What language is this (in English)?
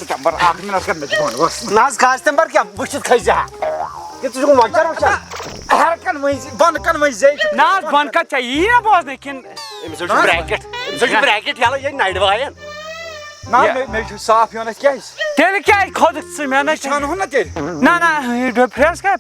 Kashmiri